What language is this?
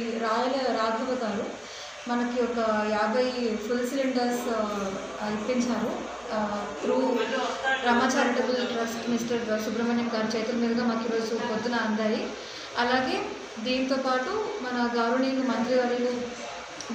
Telugu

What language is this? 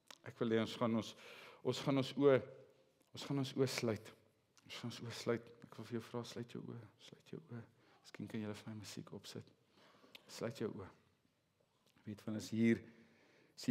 Afrikaans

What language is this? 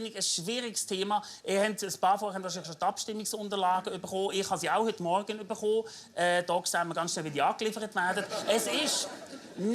Swiss German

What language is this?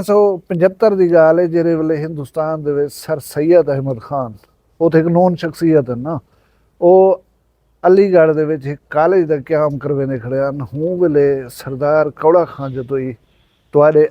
Saraiki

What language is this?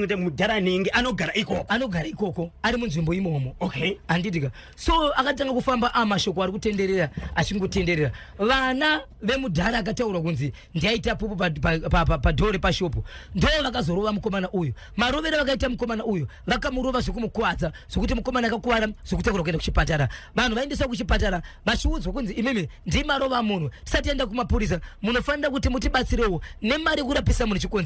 Shona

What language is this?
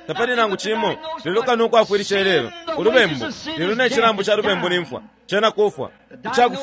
Bemba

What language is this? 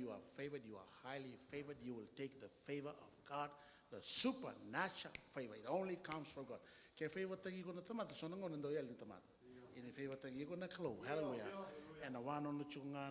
Fijian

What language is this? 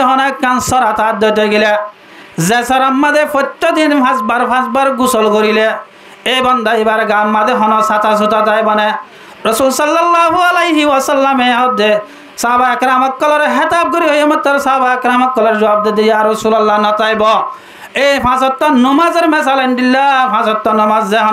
Rohingya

